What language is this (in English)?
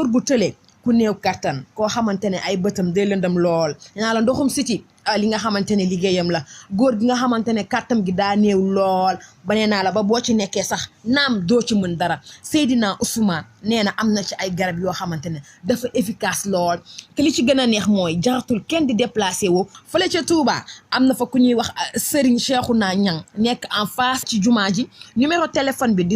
Wolof